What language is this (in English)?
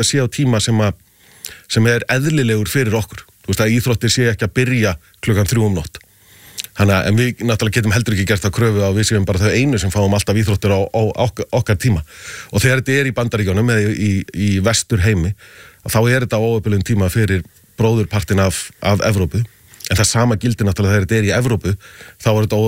Icelandic